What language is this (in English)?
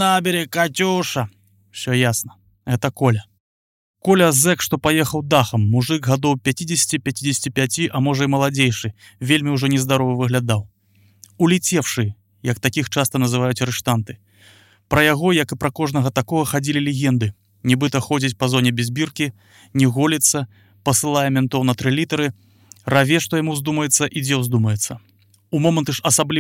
Belarusian